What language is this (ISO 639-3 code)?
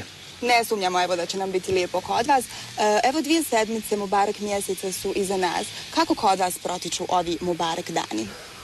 bos